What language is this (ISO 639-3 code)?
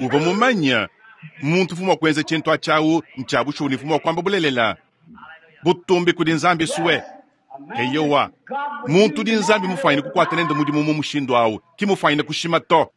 lua